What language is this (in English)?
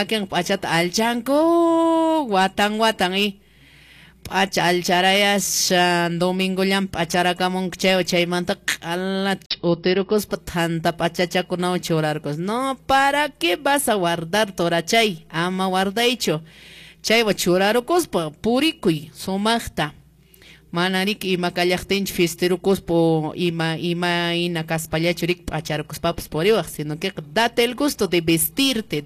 Quechua